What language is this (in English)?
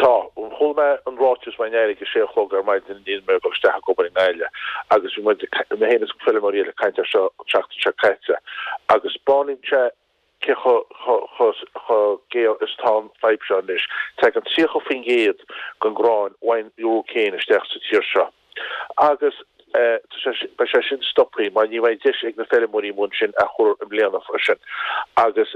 Irish